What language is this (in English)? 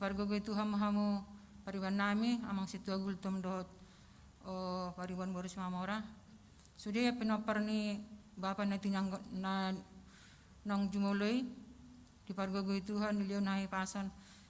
Batak Toba